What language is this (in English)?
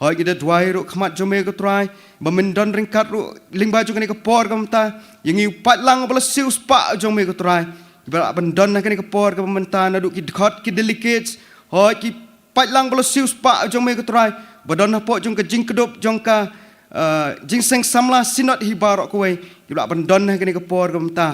Khasi